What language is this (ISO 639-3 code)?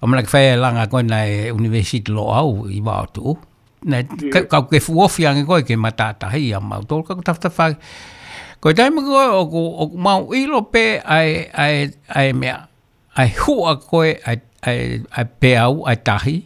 ton